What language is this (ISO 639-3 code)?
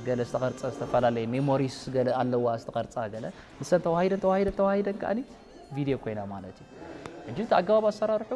tir